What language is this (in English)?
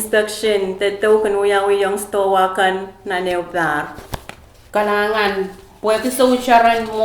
Pohnpeian